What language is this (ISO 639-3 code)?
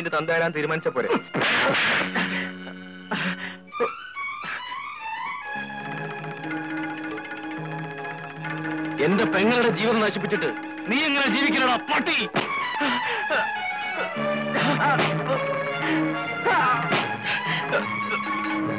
mal